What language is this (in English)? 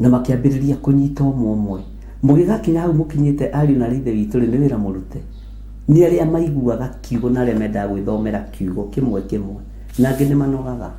Kikuyu